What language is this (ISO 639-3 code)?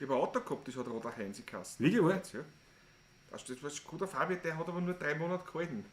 bar